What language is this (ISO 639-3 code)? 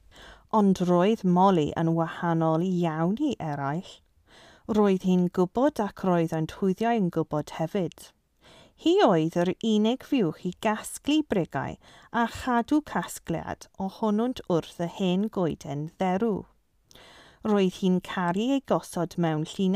cym